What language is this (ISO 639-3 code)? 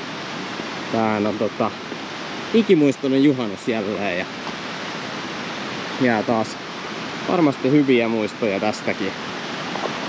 fin